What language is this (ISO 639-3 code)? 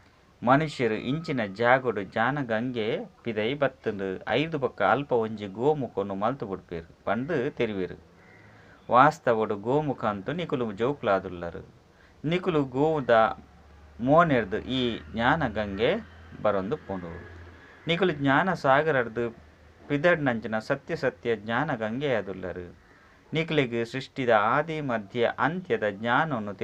tcy